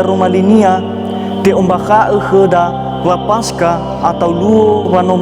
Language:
Nias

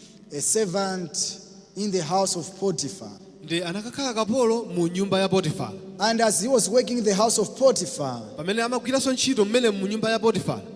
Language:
Nyanja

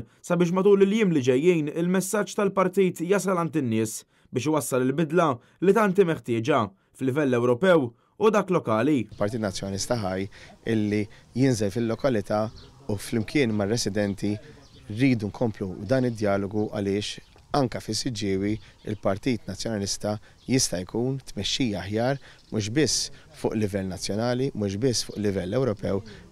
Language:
Maltese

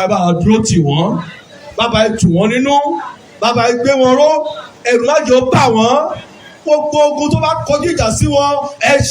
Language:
Yoruba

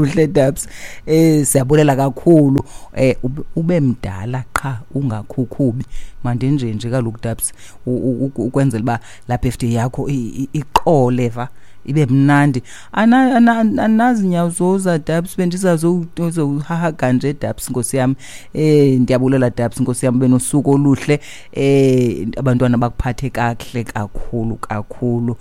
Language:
Xhosa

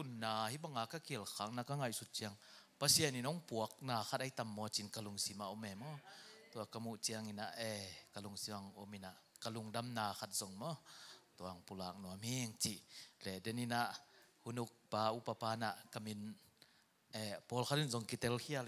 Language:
Tedim Chin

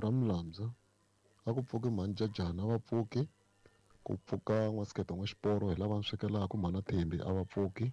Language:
Tsonga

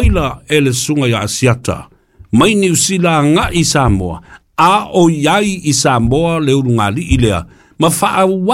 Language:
Samoan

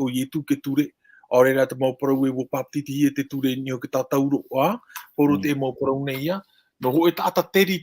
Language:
Tahitian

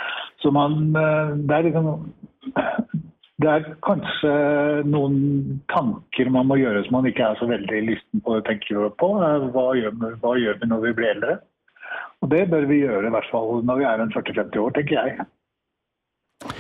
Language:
Norwegian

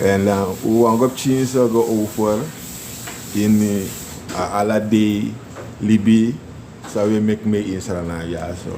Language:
Sranan Tongo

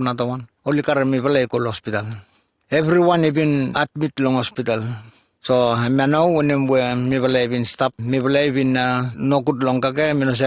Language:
Bislama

